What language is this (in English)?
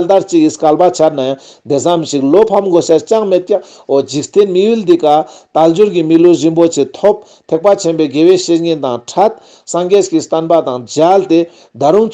Ladakhi